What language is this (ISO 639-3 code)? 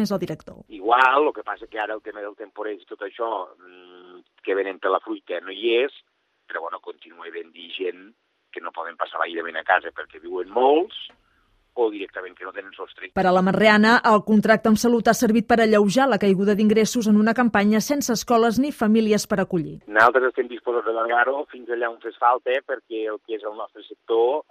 cat